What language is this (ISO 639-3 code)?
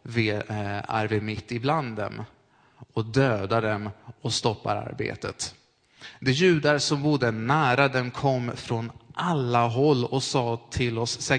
swe